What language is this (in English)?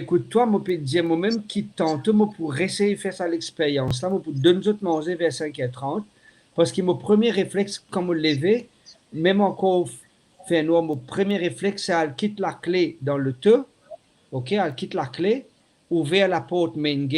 Morisyen